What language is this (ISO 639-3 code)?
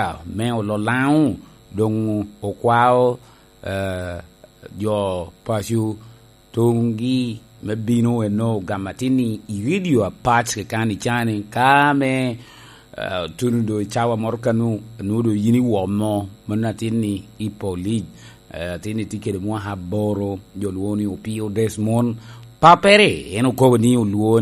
laj